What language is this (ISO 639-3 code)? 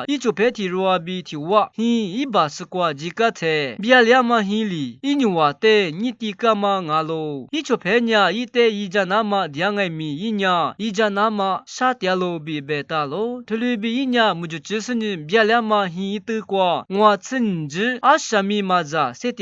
lis